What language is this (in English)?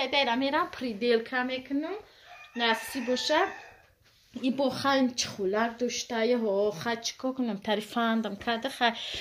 Tajik